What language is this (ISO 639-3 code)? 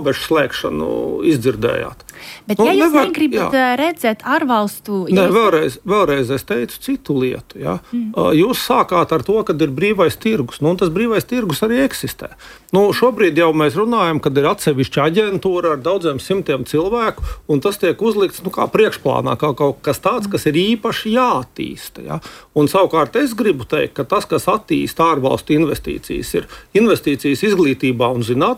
lav